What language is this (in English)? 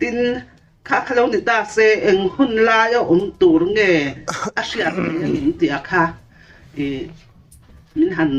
Mizo